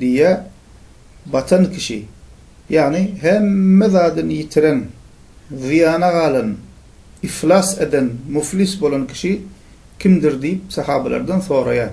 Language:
Turkmen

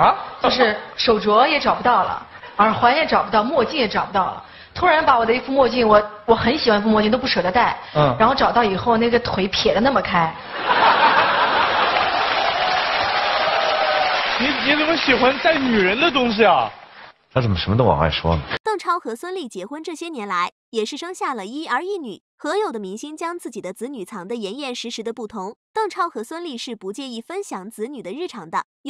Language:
Chinese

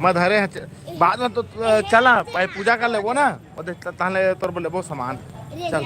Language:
Chhattisgarhi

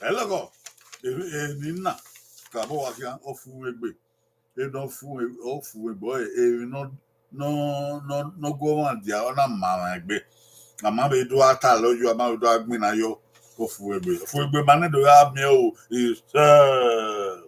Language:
Bini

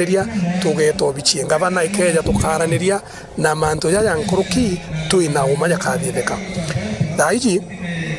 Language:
Meru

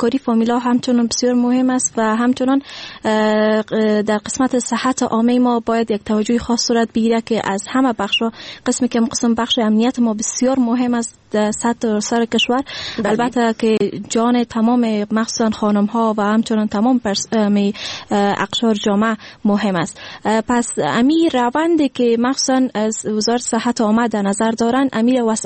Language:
Persian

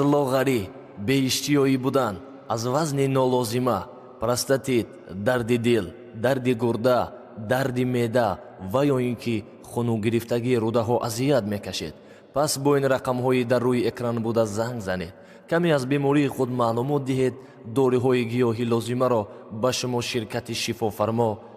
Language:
Tajik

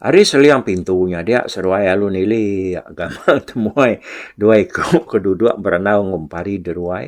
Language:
Iban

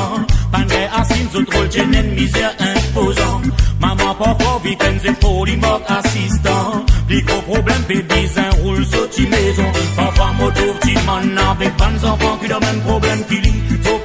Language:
Morisyen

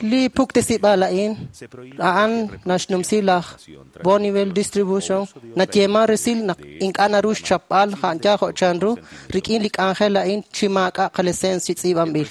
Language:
Kekchí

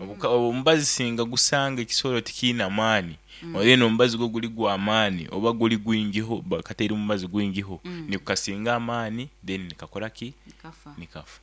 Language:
Nyankole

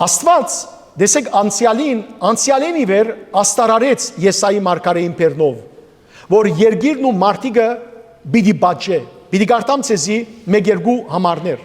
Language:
Western Armenian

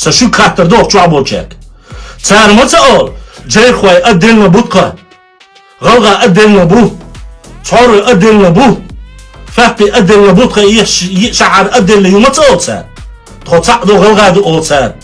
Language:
Chechen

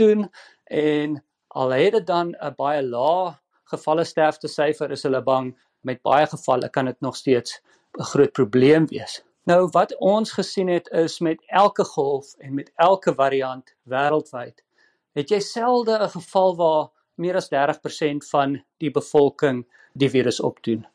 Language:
Afrikaans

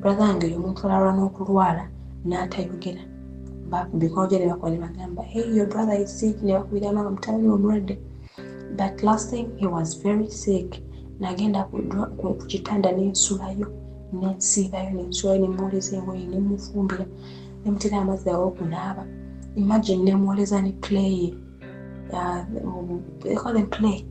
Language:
Ganda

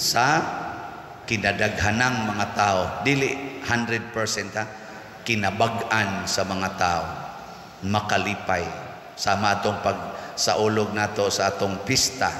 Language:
Cebuano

